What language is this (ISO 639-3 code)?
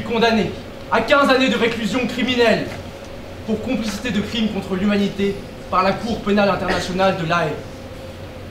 fra